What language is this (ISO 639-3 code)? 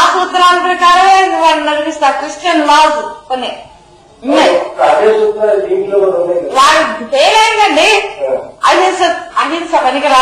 tel